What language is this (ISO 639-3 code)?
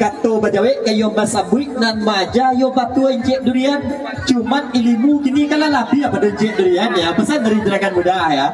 min